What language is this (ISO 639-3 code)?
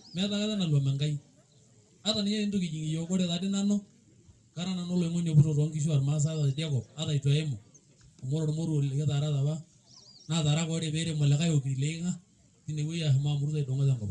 mas